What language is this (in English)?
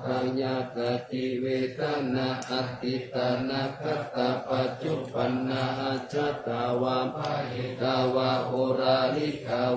Pali